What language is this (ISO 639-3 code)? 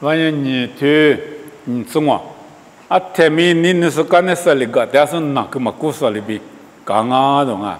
lis